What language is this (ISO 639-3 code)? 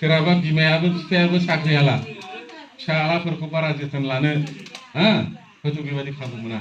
brx